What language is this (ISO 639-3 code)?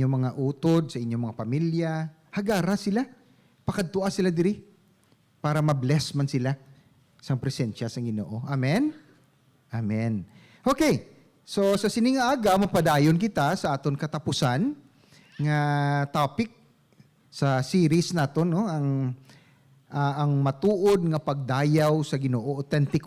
hil